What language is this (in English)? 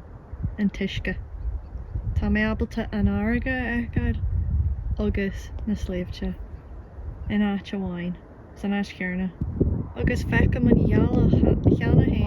Irish